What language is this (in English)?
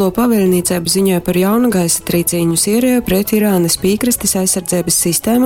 Latgalian